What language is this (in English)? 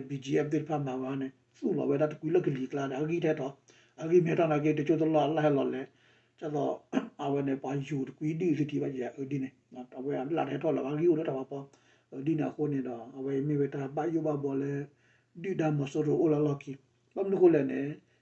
S'gaw Karen